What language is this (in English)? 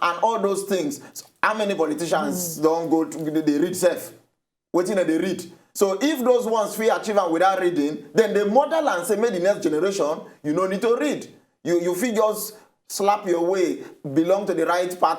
Nigerian Pidgin